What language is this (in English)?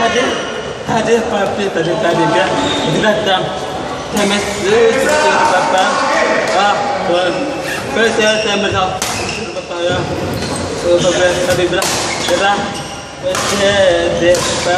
Ambonese Malay